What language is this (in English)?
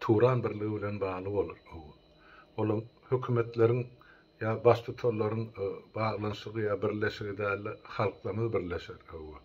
Turkmen